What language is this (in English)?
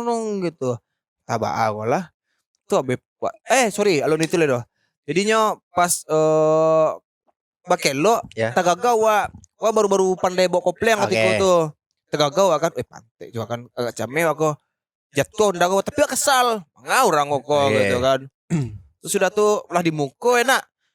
Minangkabau